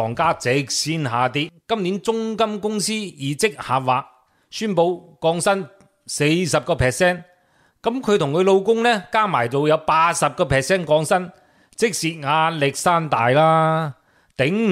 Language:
Cantonese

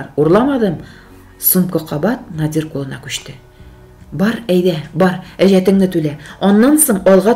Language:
Tatar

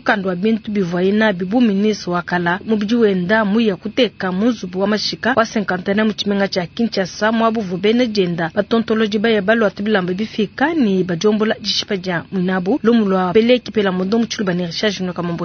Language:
Luba-Lulua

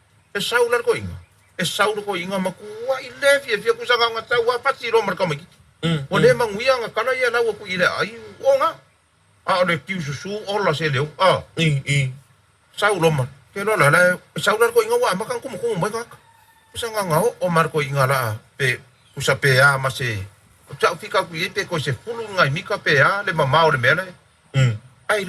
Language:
Samoan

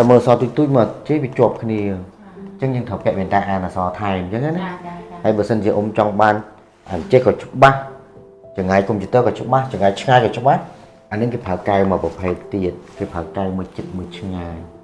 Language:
Khmer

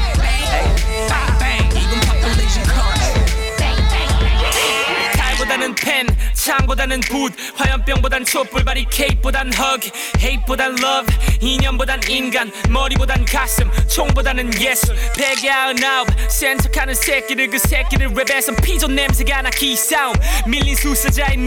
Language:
Korean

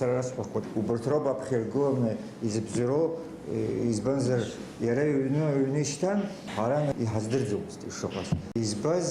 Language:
Abkhazian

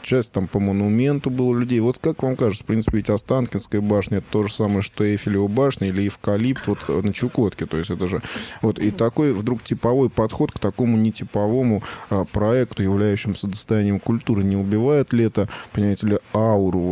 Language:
Russian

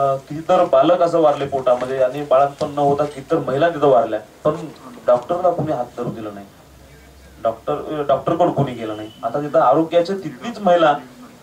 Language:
Marathi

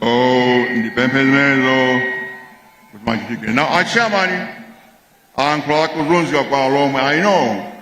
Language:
Nyanja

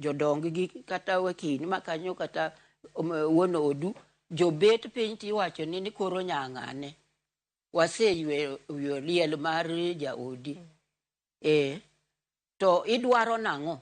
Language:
Luo (Kenya and Tanzania)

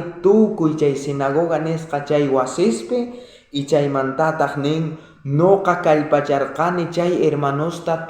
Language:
South Bolivian Quechua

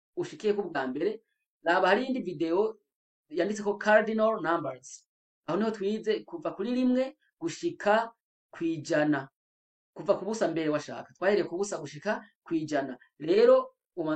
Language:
Rundi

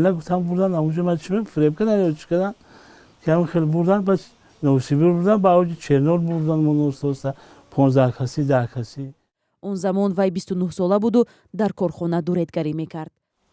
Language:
Tajik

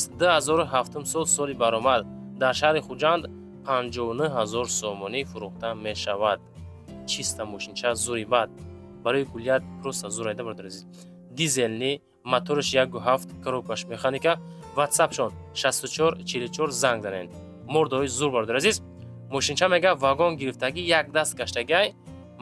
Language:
Tajik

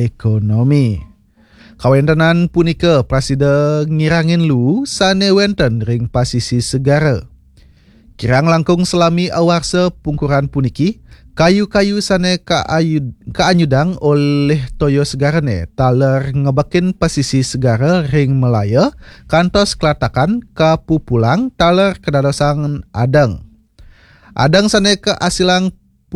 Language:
Balinese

